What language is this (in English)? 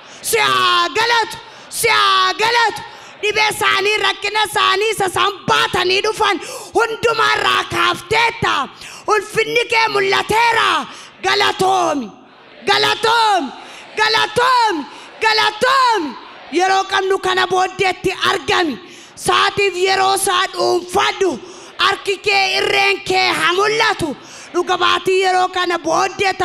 Oromo